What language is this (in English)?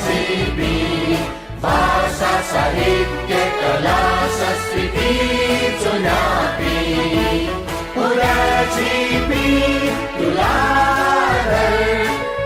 Newari